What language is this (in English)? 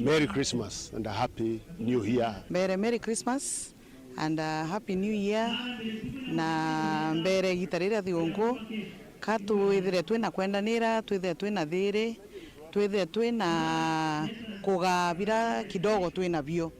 Meru